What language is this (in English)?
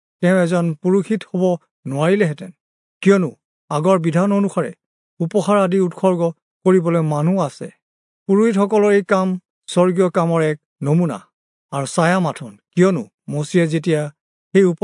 Assamese